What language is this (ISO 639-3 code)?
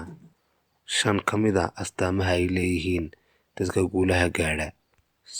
som